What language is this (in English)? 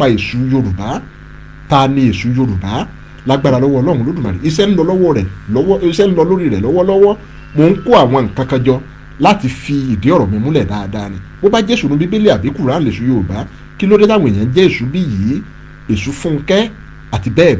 Yoruba